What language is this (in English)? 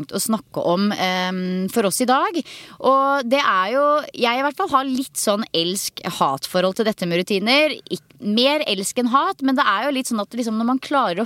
Norwegian